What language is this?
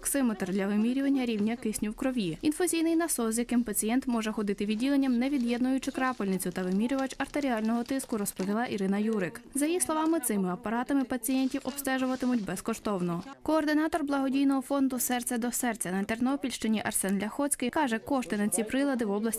Ukrainian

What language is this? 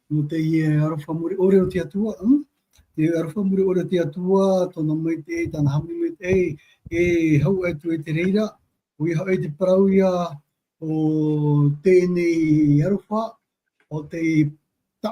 Tahitian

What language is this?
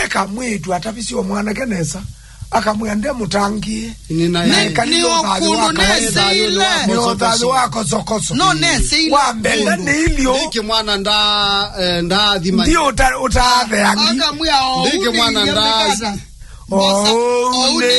Kamba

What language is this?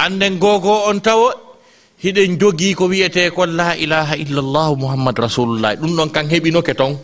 Fula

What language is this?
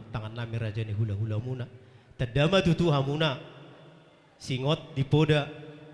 Batak Toba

